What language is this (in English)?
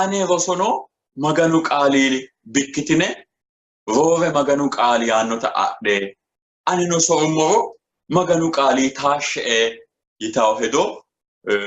Sidamo